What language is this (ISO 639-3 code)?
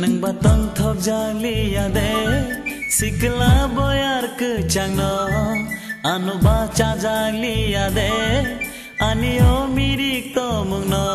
trp